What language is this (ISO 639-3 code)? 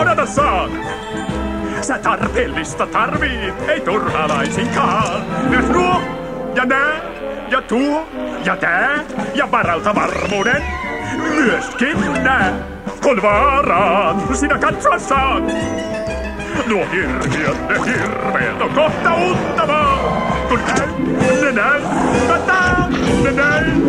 fin